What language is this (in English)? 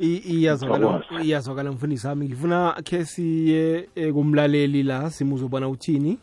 South Ndebele